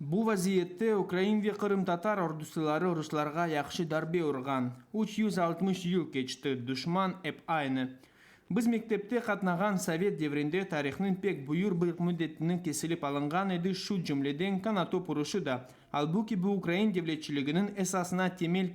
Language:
Crimean Tatar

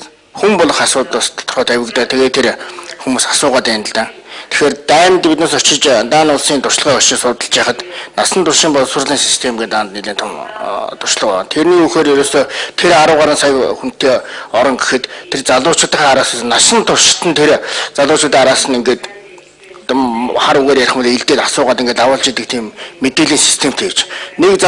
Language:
Mongolian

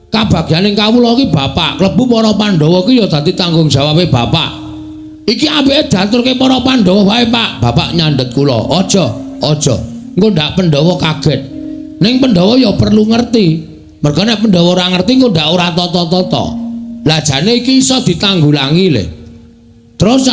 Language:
Javanese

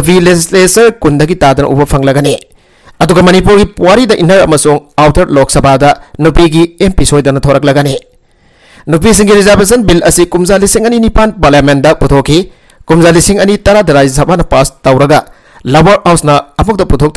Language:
Manipuri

